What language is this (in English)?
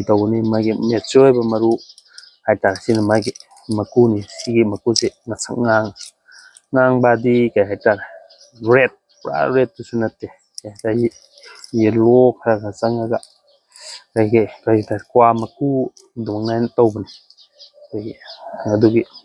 Manipuri